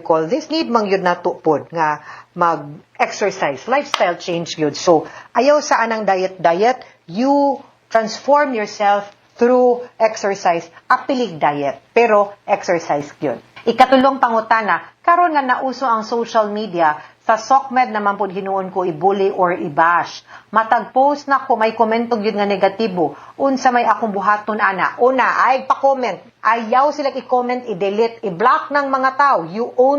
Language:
Cebuano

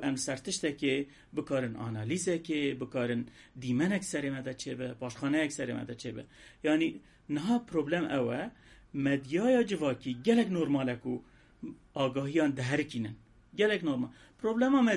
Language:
Kurdish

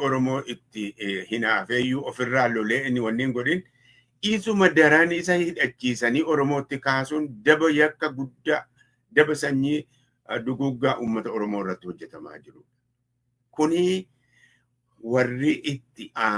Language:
Oromo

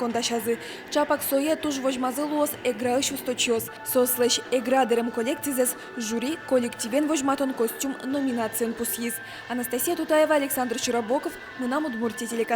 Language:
Udmurt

